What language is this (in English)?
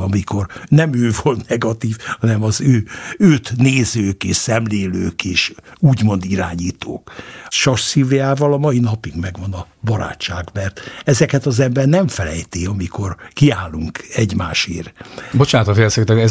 Hungarian